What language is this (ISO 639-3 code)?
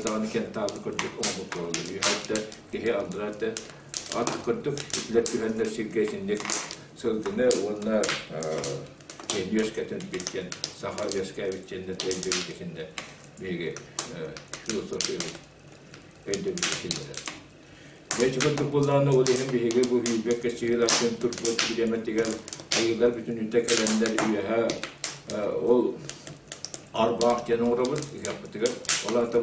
sah